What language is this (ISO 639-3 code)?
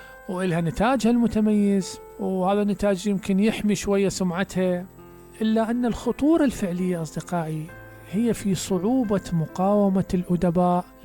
acm